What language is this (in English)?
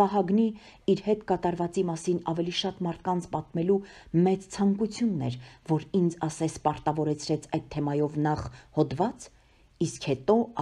Armenian